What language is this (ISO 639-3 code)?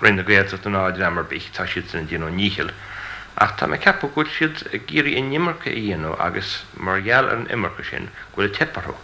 gle